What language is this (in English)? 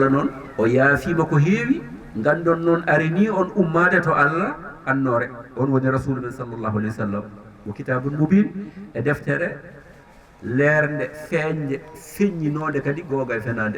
Fula